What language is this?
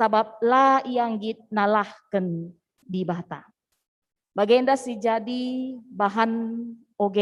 Batak Karo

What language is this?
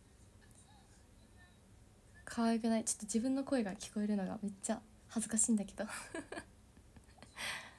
Japanese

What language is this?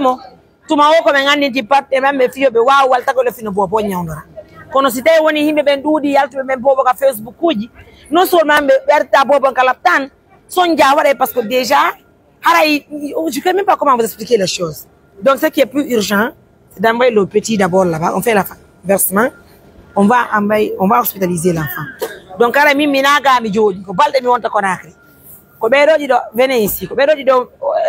Pular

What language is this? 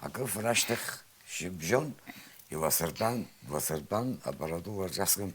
Abkhazian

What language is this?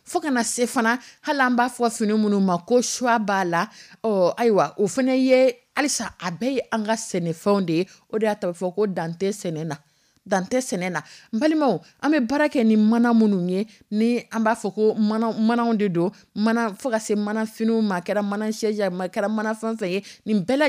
Dyula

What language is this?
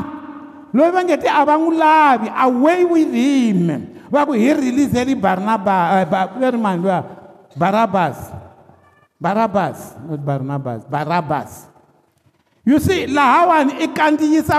Tsonga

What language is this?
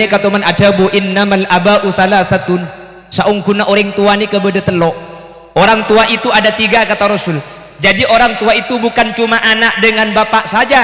Madurese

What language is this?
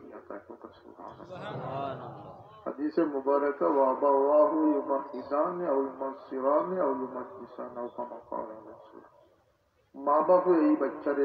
Sylheti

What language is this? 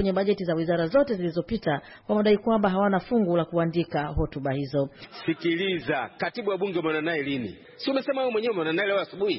Swahili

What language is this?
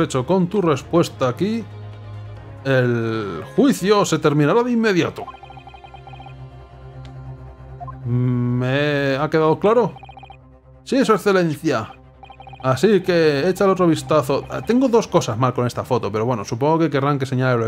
Spanish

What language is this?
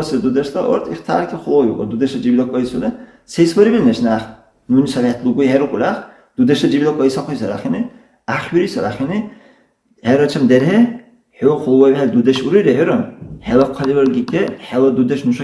Dargwa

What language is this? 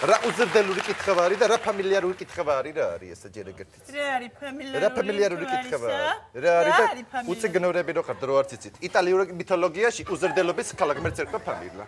Georgian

